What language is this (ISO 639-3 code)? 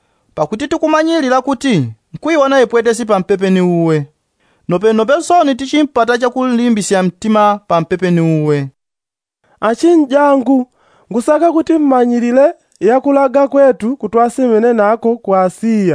yao